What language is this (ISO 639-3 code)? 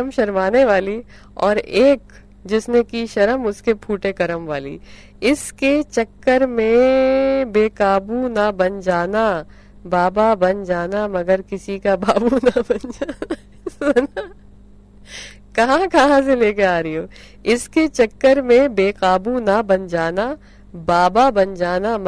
urd